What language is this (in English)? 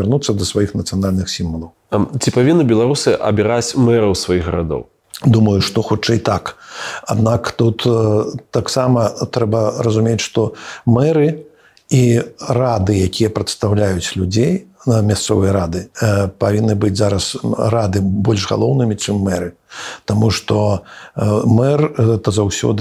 Belarusian